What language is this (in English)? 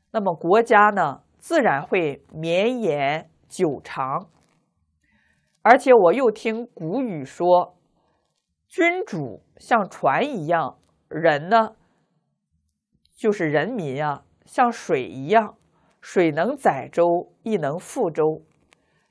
Chinese